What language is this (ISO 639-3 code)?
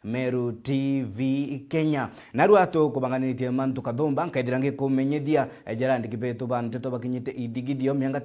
mer